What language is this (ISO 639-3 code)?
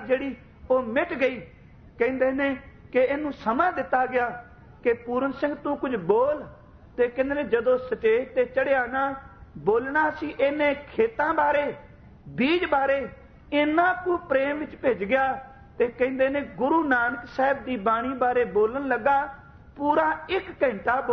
pan